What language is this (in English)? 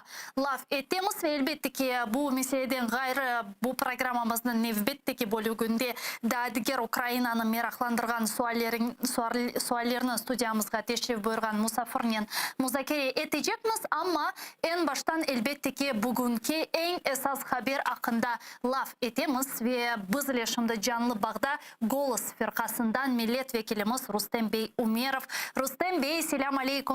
Crimean Tatar